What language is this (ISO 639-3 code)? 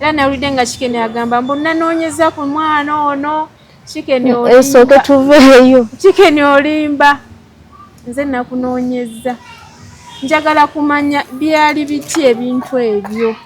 lug